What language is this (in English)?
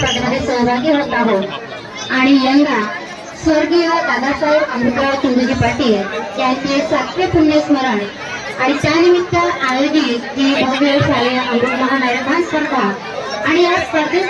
Marathi